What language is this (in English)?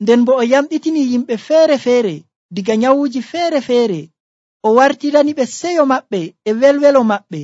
Nigerian Fulfulde